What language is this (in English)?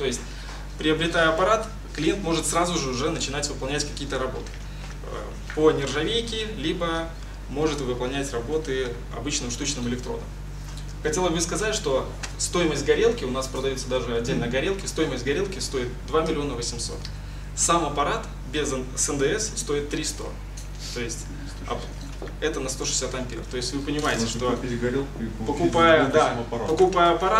Russian